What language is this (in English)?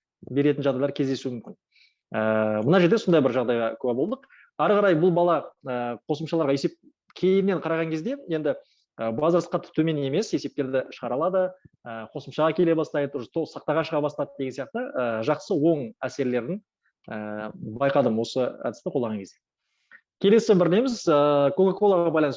Kazakh